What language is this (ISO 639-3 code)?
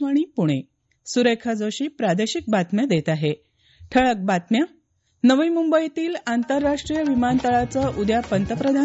mar